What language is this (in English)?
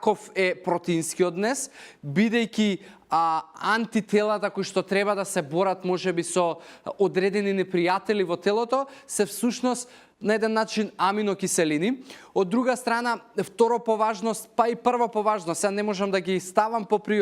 Macedonian